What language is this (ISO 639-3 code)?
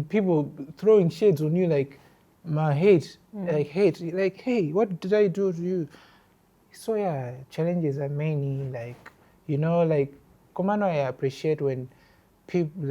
nya